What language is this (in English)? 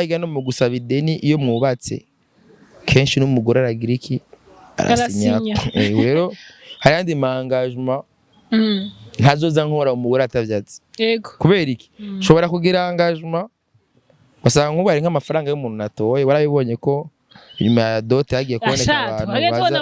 Rundi